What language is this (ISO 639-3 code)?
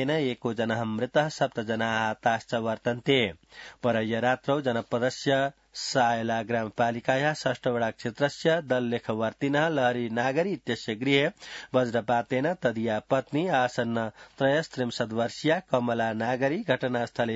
san